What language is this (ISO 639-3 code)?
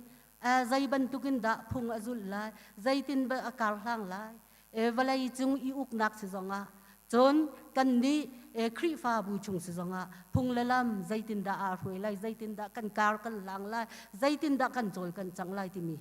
cnh